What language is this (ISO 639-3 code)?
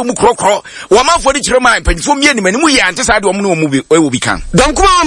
aka